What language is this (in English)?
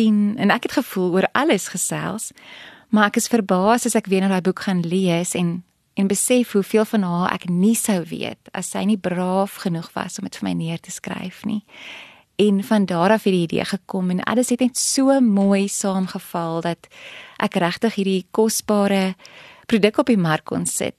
Afrikaans